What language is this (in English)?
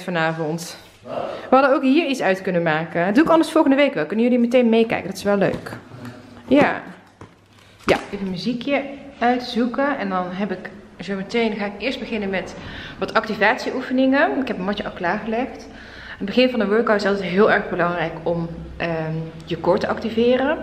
Dutch